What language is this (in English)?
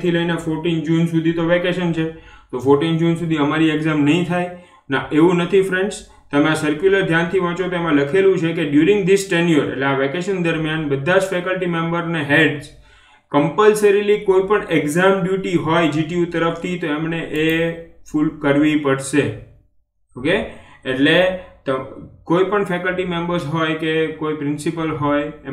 Gujarati